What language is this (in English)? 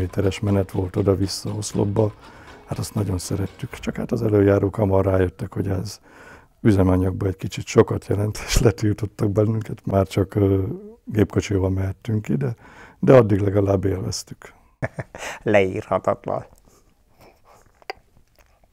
Hungarian